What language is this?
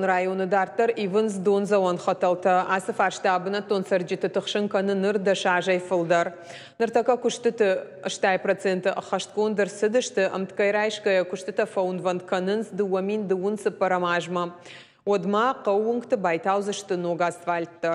Ossetic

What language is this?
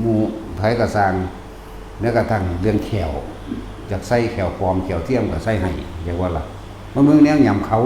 Northeastern Thai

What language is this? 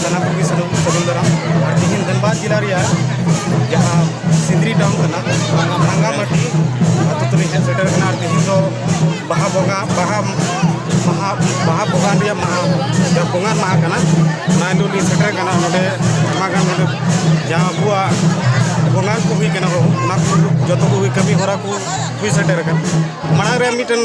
Santali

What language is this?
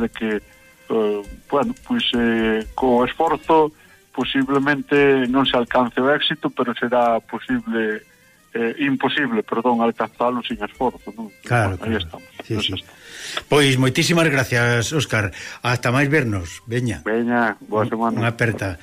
Galician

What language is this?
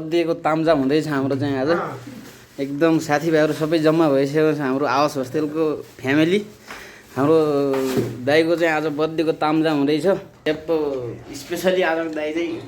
Nepali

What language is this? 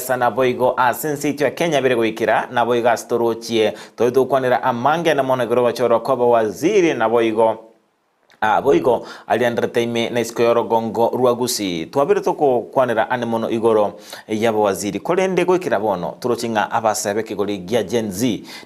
Gusii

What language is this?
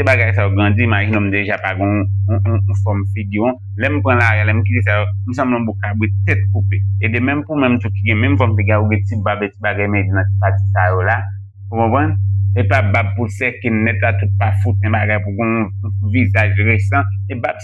Haitian Creole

